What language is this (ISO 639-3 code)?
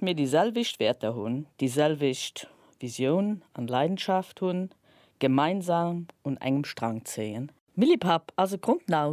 ltz